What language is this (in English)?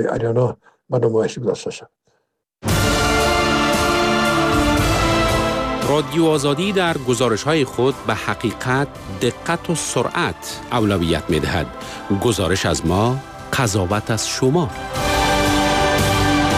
Persian